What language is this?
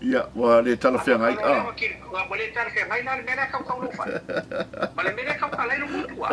Samoan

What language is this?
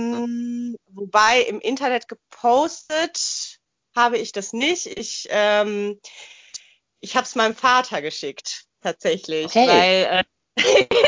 German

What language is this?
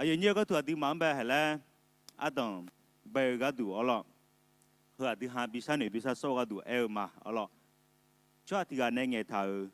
Akha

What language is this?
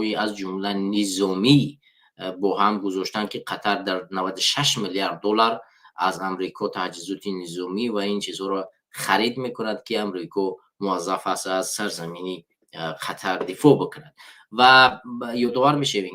Tajik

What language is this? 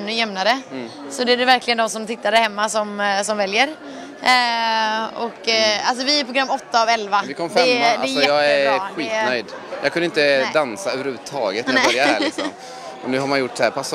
Swedish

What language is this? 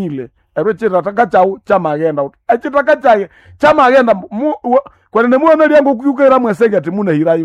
Nande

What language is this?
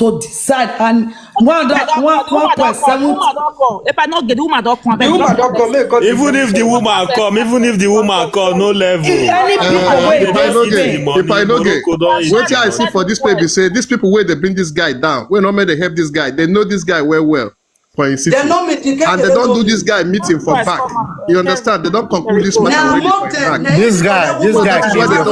Nigerian Pidgin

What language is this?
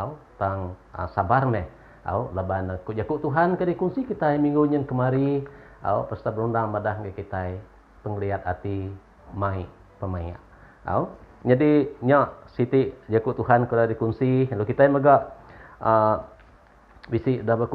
Iban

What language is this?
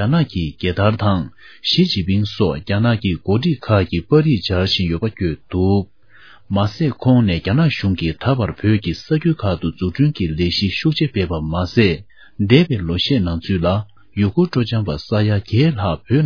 Tibetan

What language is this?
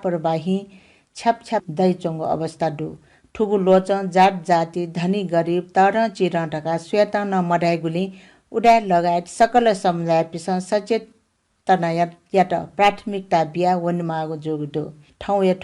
Newari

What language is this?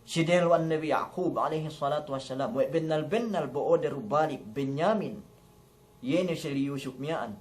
Yakan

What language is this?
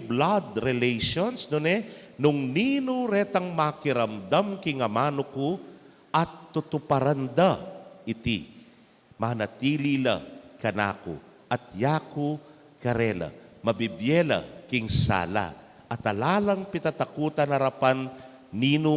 Pampanga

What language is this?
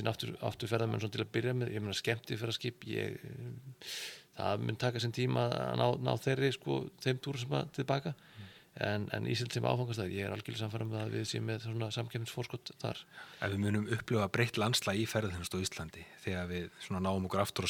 Icelandic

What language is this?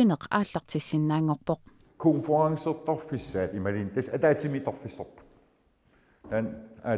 Kalaallisut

